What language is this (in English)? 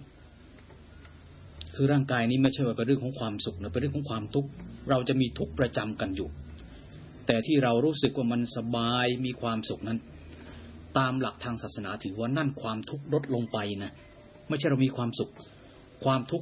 Thai